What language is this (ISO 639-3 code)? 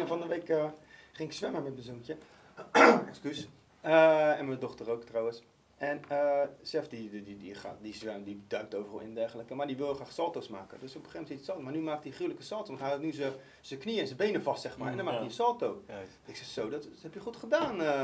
nld